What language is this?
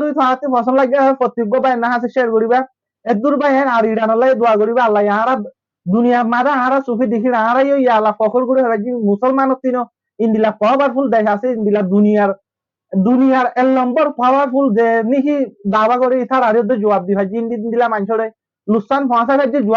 Rohingya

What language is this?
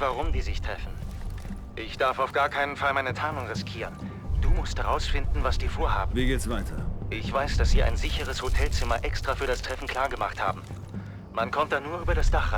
Bavarian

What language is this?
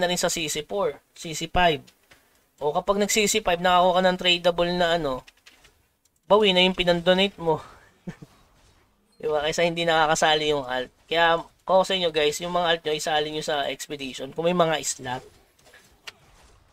Filipino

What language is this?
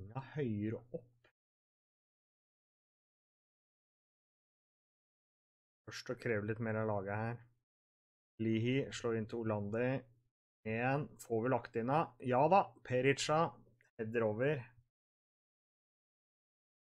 Norwegian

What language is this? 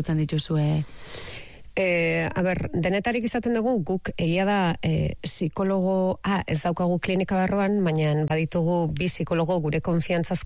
Basque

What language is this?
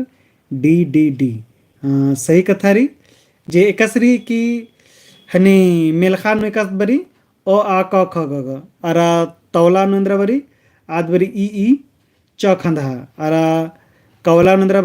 Kurukh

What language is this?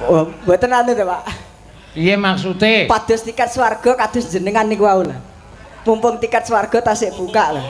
Javanese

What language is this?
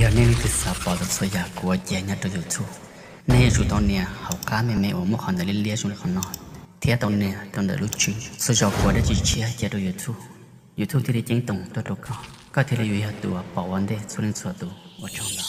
Hmong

